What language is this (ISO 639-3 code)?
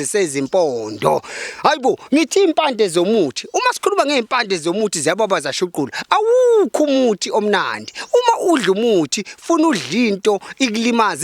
zul